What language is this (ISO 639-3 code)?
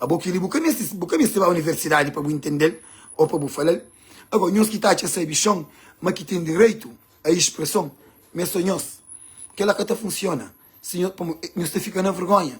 kea